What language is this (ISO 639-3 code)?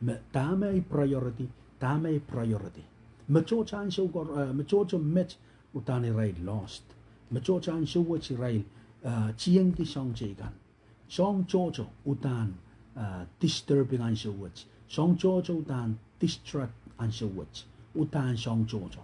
pon